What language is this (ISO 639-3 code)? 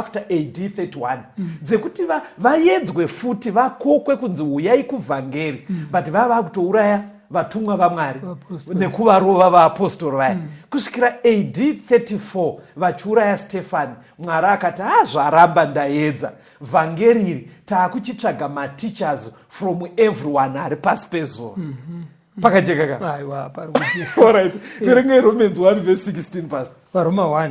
sna